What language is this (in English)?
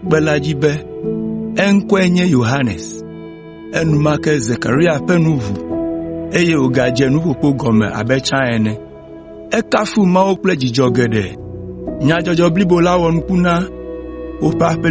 Ewe